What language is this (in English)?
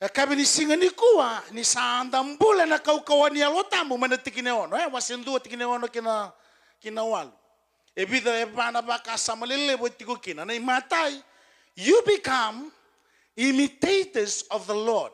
Fijian